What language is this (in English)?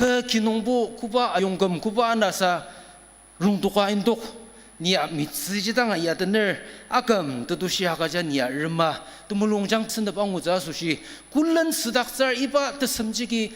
Ao Naga